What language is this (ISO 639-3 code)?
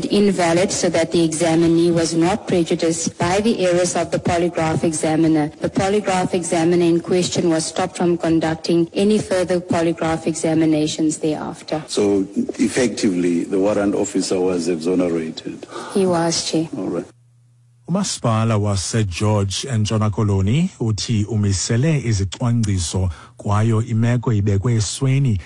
xho